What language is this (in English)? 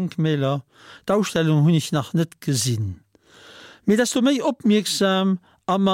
Luxembourgish